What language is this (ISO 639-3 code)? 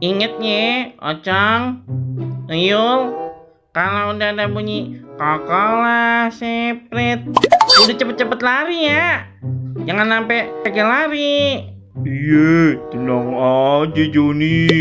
bew